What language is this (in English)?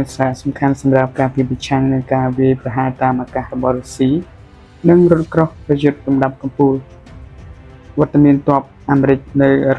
Khmer